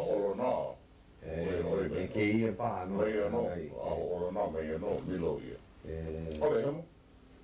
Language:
Hawaiian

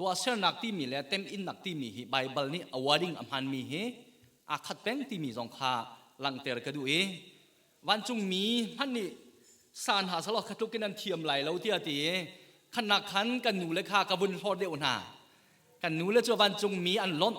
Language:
Hakha Chin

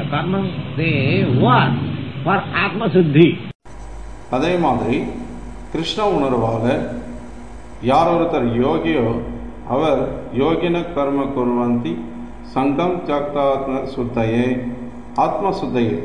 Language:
Tamil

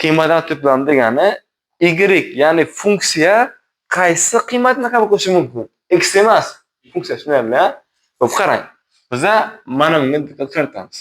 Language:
Uzbek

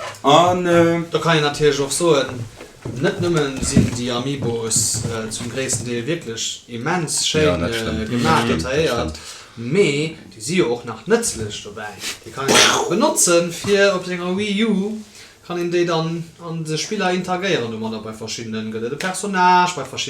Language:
Luxembourgish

